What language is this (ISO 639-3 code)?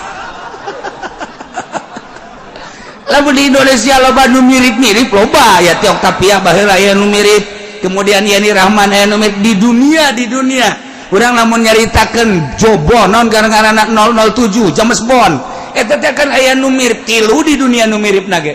sun